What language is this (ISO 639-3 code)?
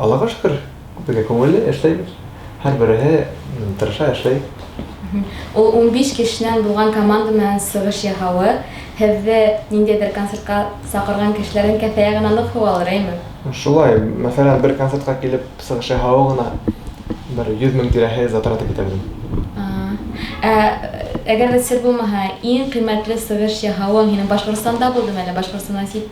bak